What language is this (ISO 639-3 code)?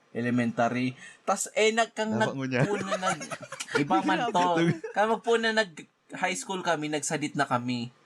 bik